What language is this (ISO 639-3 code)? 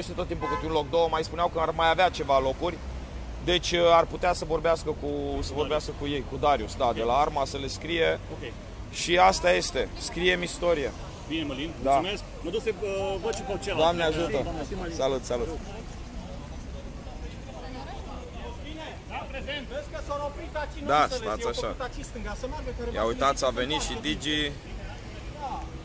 ron